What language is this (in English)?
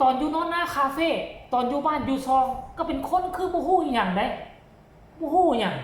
Northeastern Thai